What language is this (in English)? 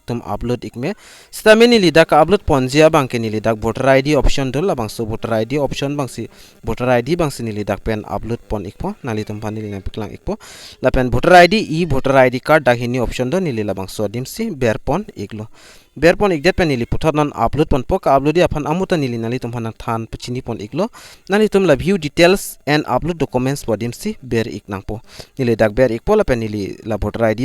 Karbi